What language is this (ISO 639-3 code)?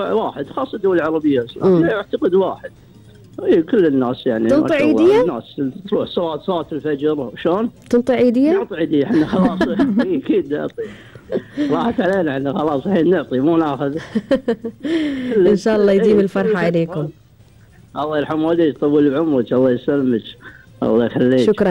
afb